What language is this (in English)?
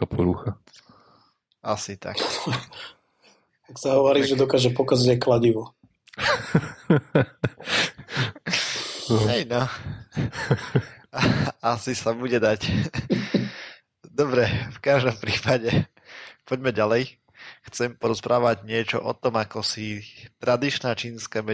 Slovak